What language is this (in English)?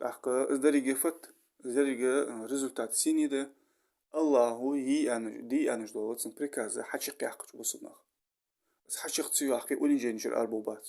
Ingush